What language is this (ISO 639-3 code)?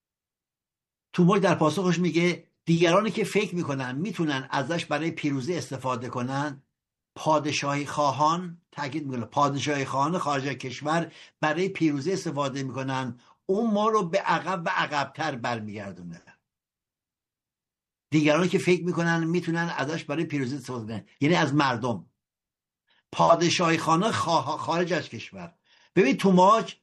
fas